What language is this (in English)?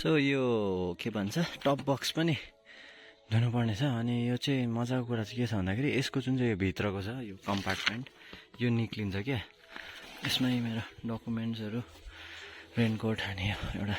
Nepali